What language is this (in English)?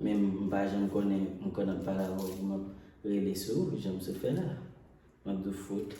Haitian Creole